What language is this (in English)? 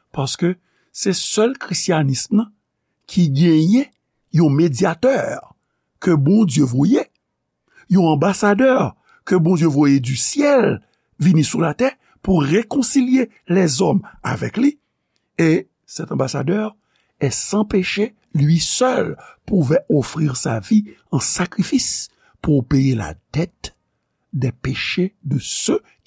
Haitian Creole